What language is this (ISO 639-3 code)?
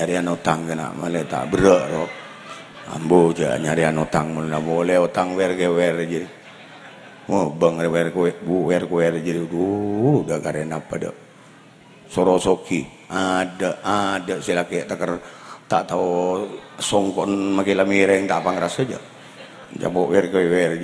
mad